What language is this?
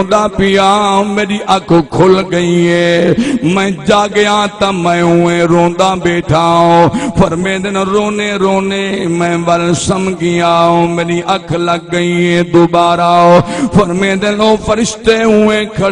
Saraiki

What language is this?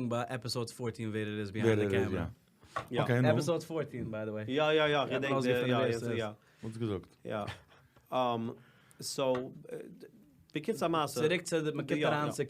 Yiddish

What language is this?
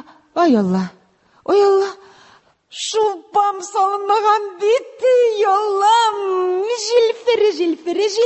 Tatar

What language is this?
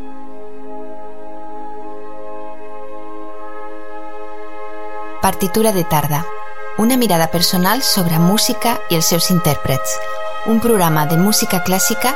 Catalan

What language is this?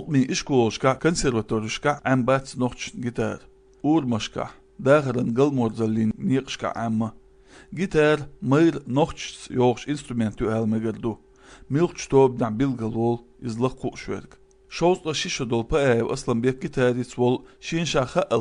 Chechen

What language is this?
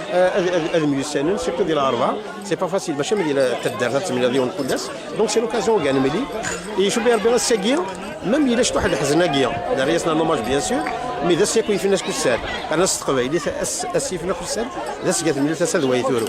Kabyle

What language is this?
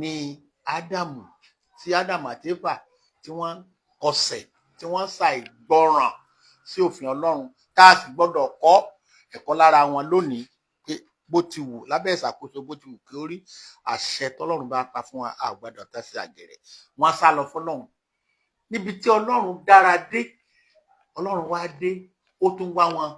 Yoruba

